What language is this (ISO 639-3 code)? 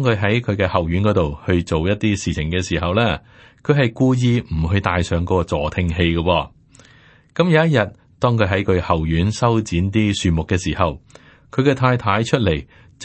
yue